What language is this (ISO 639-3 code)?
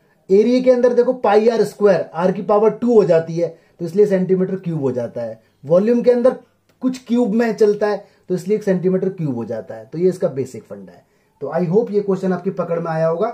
hin